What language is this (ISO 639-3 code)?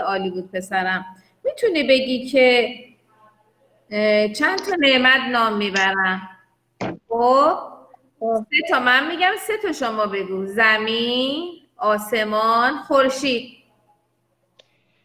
fas